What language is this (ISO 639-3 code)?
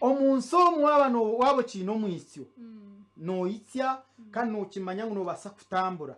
nyn